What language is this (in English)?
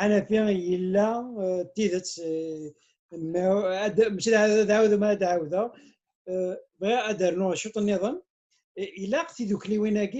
Kabyle